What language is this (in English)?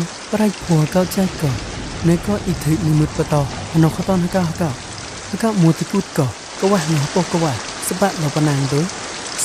Mon